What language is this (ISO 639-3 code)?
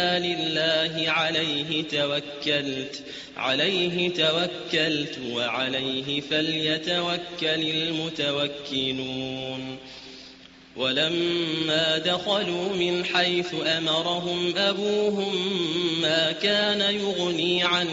ara